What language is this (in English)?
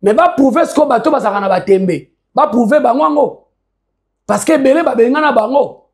Lingala